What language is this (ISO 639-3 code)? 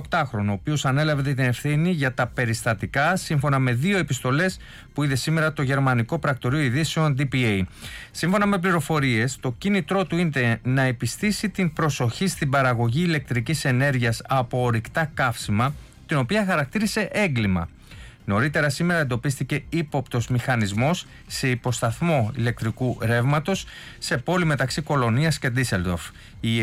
ell